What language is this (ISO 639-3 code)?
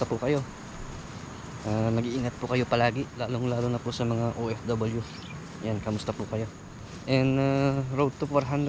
fil